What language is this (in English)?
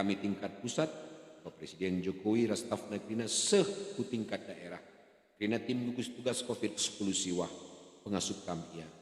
Batak Karo